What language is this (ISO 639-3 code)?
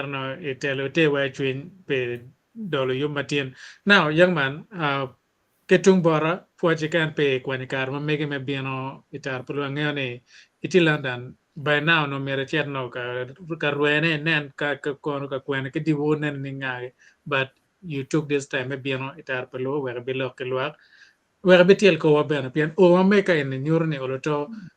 ach